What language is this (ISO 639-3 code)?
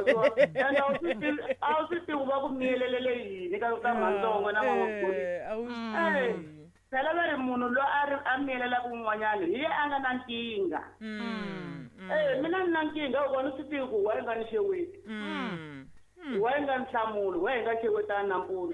tso